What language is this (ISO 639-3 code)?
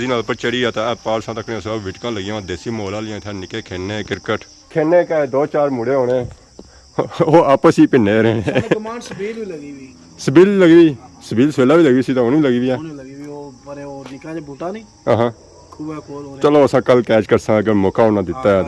phr